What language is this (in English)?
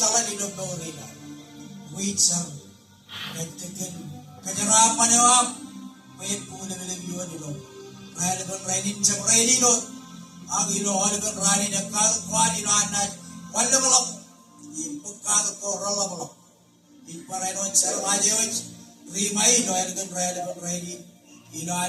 Marshallese